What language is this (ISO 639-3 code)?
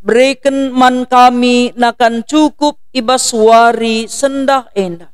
btx